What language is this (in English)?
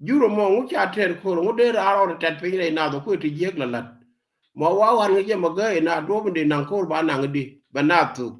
Nuer